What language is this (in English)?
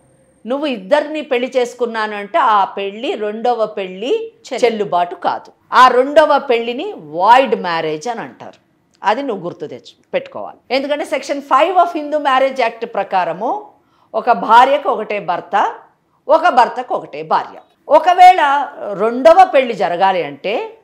Telugu